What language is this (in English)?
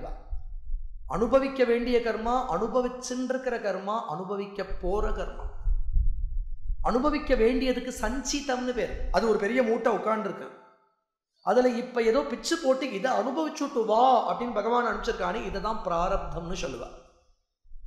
Tamil